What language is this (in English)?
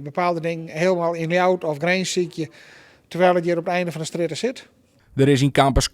Western Frisian